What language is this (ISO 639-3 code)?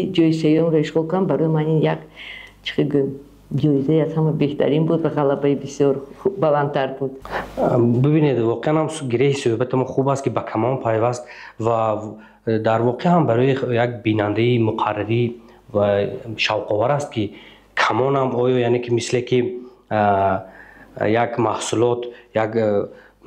tgk